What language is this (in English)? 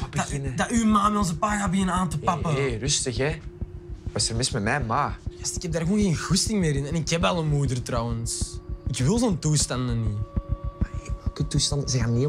Dutch